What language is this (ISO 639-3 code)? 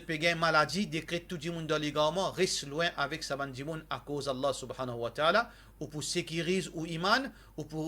mfe